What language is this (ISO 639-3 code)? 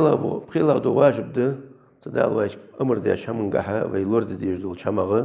inh